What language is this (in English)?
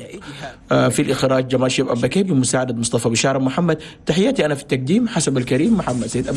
Chadian Arabic